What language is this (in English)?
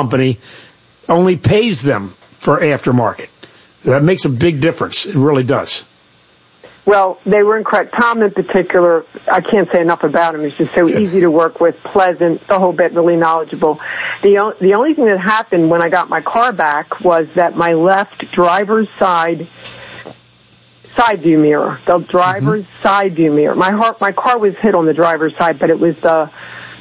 English